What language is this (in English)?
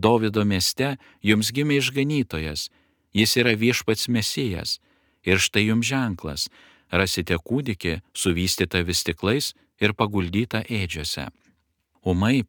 Lithuanian